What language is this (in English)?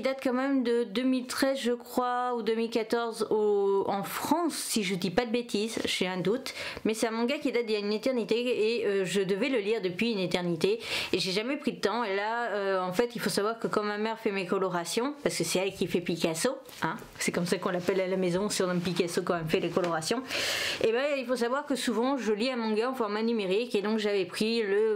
French